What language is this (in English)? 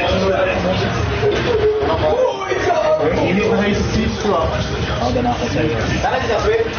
Filipino